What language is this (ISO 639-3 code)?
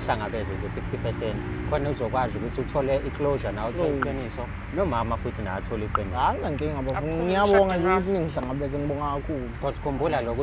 zul